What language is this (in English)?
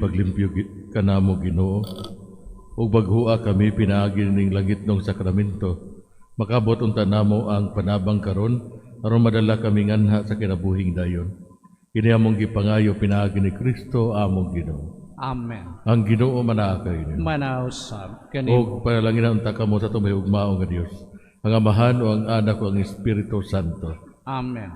Cebuano